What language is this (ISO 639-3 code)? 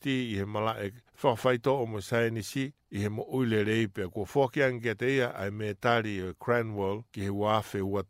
ton